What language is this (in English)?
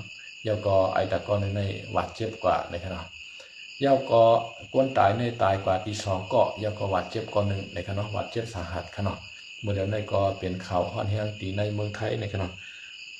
Shan